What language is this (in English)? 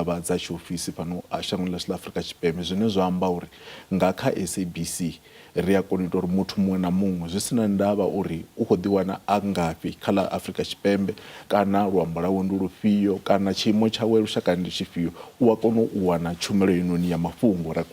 Venda